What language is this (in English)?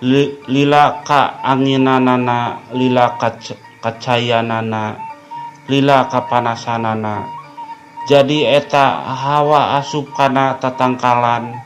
Sundanese